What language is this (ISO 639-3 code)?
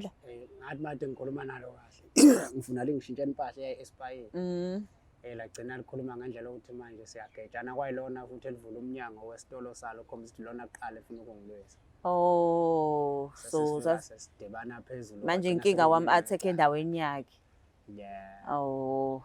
zul